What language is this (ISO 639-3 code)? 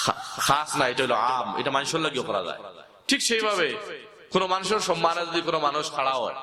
syl